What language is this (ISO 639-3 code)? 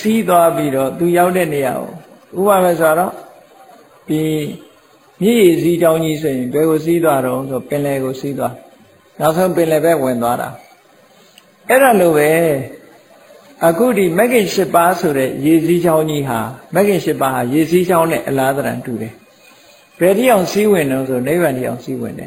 mya